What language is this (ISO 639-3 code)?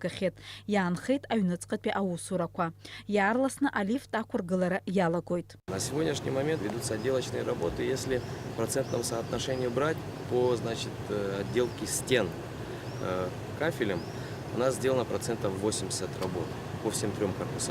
abk